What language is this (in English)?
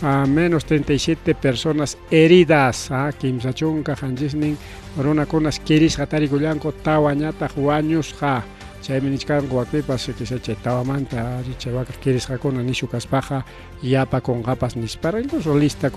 Ayacucho Quechua